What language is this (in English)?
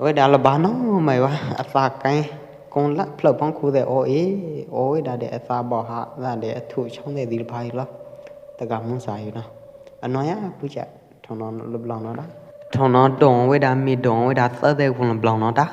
Pwo Eastern Karen